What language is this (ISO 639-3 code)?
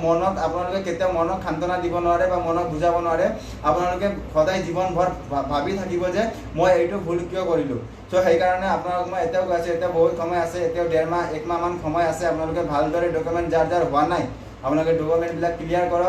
asm